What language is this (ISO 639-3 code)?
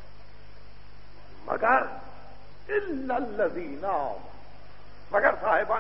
urd